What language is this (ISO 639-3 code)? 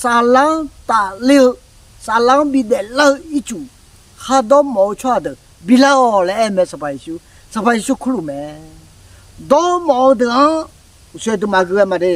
ahk